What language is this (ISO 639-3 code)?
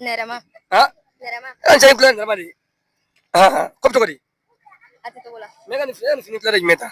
bam